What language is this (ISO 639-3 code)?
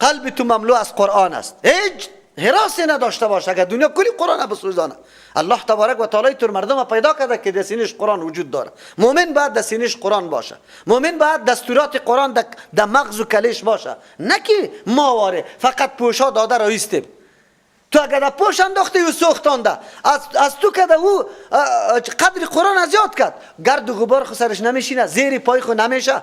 fas